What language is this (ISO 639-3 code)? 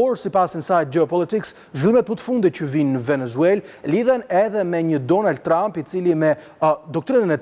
sqi